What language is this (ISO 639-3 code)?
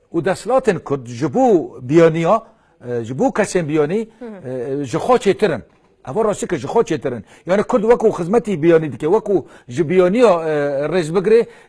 kur